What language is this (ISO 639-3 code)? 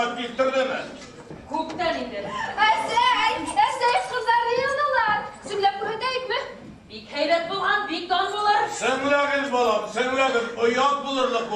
bak